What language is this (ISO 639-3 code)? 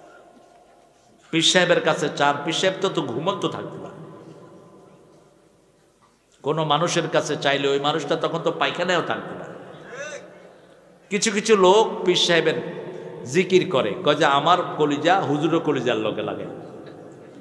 ben